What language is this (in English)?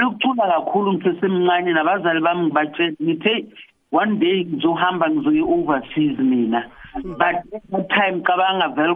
South Ndebele